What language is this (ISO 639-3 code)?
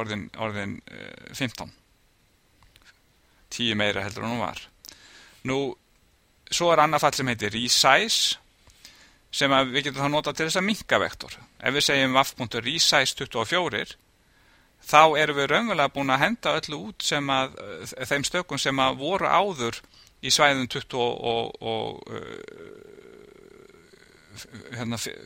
isl